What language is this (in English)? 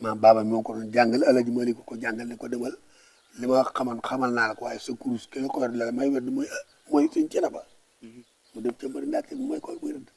Wolof